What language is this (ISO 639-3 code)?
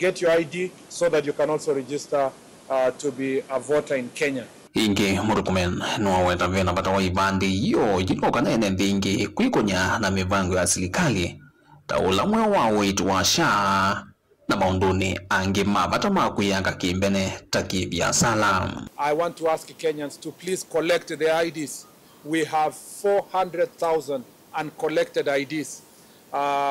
kam